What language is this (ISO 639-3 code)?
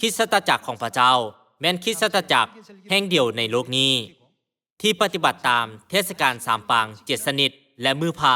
lao